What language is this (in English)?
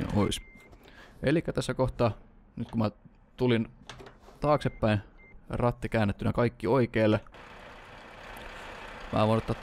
Finnish